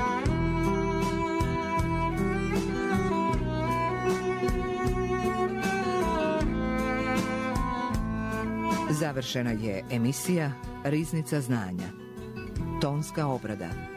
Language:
Croatian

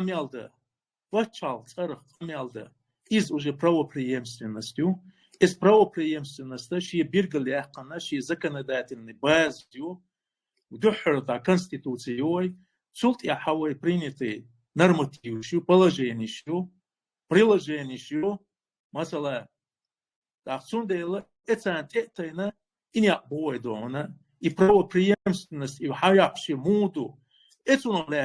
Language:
Chechen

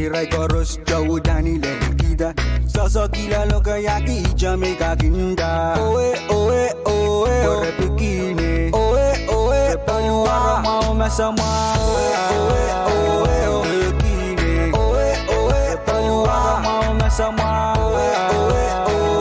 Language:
Pohnpeian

